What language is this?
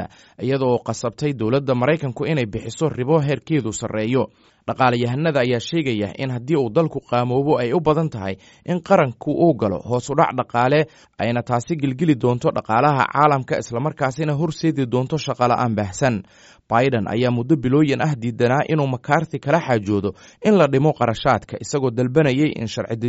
Somali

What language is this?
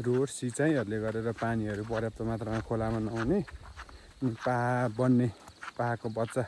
Nepali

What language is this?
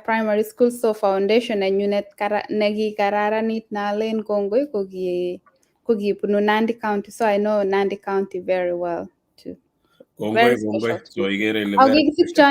Kalenjin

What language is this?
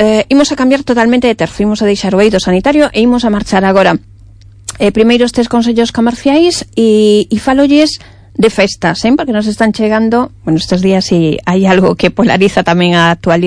Galician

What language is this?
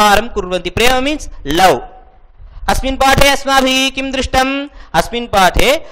Sanskrit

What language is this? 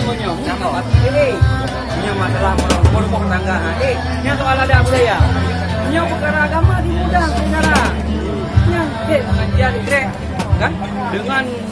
Achinese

